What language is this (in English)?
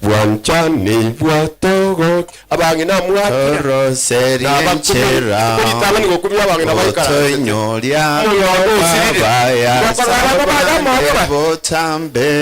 Gusii